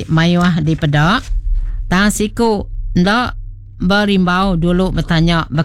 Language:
Iban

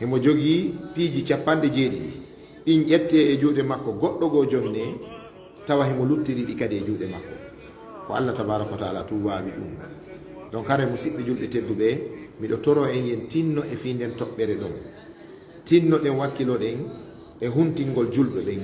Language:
Fula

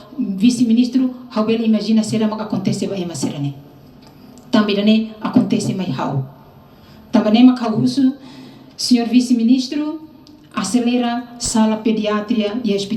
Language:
Tetum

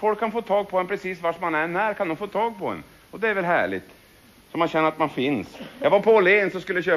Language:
Swedish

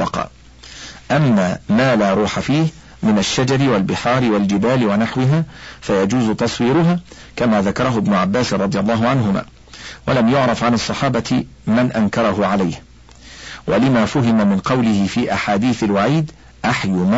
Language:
Arabic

